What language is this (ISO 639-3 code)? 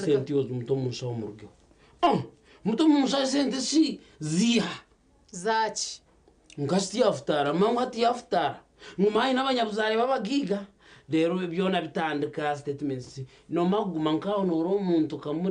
nyn